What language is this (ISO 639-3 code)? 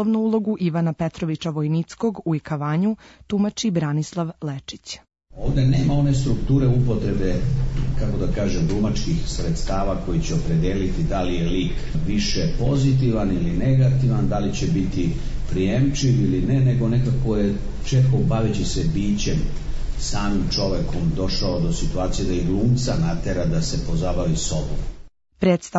srp